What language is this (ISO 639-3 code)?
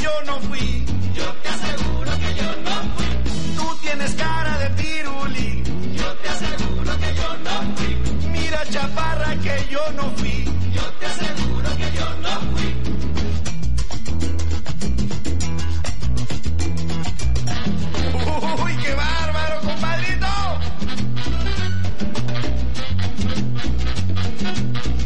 spa